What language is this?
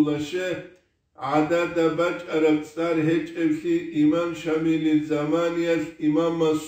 Avaric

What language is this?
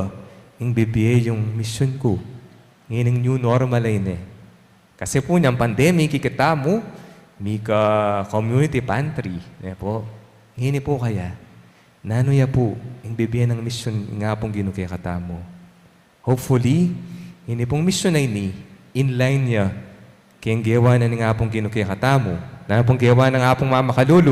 Pampanga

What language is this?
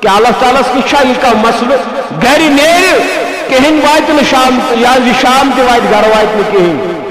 Kashmiri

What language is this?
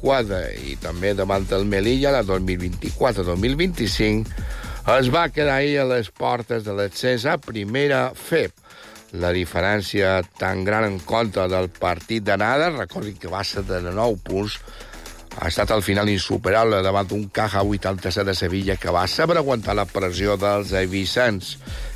Catalan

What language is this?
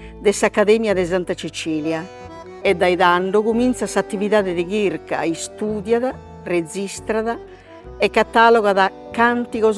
Sardinian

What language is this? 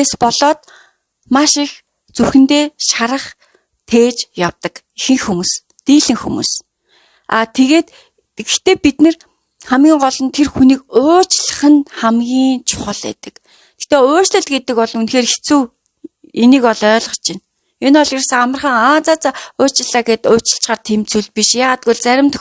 Mongolian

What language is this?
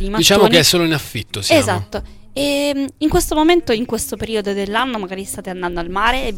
Italian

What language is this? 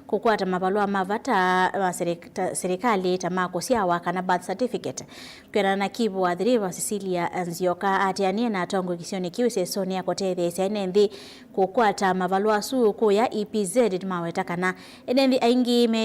Kamba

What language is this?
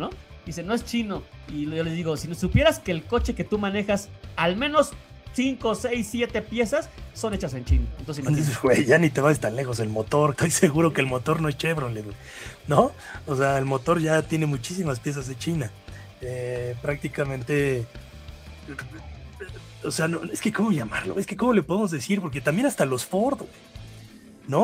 Spanish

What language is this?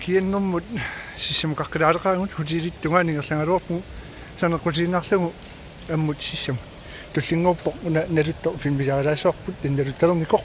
Kalaallisut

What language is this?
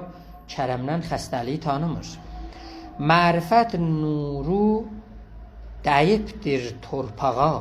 South Azerbaijani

